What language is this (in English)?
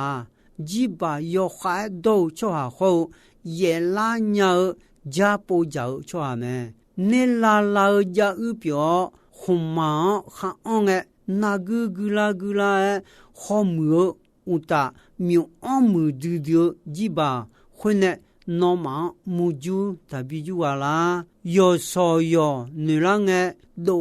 Akha